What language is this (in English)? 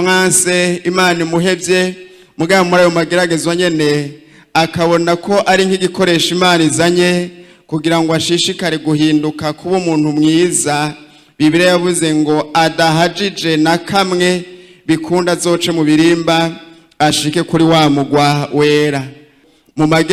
Rundi